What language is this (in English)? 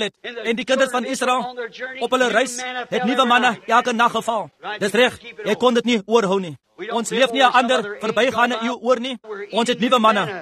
Afrikaans